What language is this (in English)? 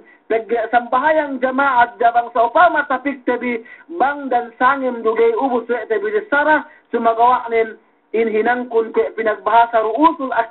Yakan